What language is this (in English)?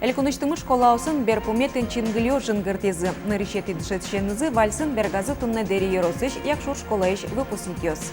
Udmurt